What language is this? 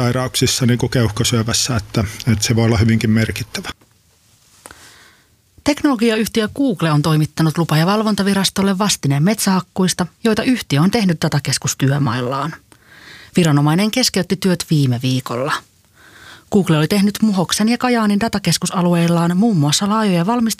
Finnish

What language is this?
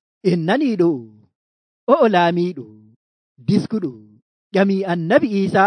Nigerian Fulfulde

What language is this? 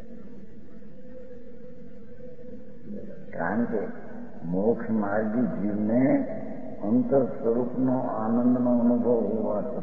Gujarati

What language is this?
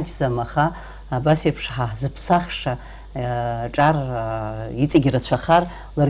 Abkhazian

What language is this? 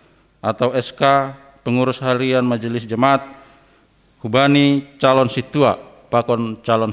Batak Simalungun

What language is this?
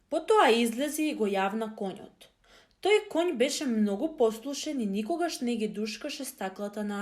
Macedonian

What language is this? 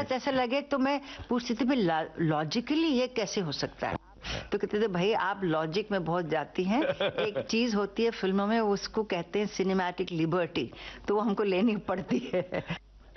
Hindi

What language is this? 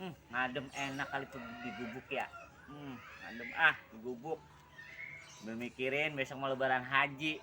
Betawi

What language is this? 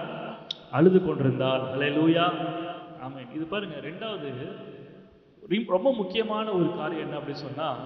Tamil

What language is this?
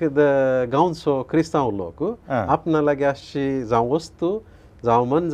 Konkani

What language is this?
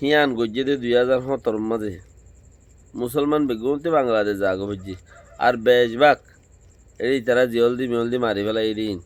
Rohingya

